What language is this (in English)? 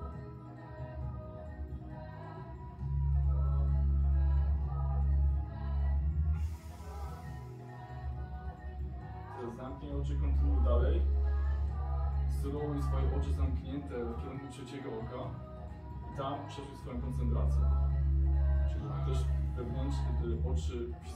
Polish